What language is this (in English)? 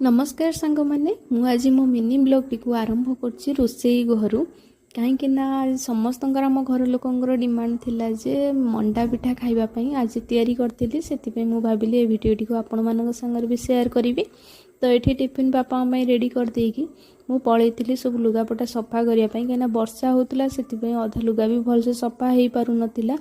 Odia